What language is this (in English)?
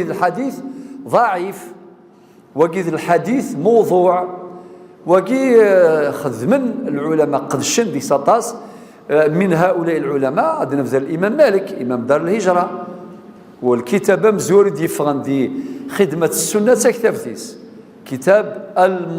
Kabyle